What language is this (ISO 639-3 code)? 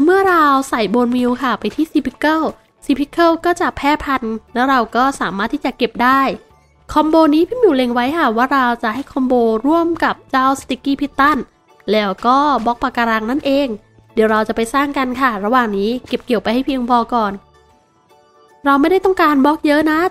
tha